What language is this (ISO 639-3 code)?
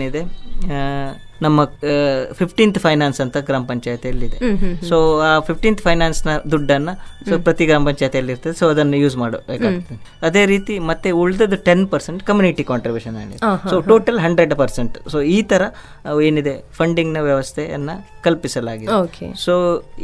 kan